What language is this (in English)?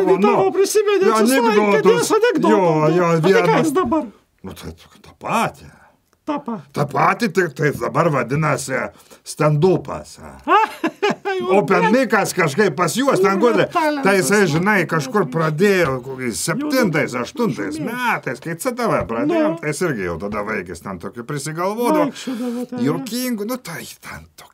Lithuanian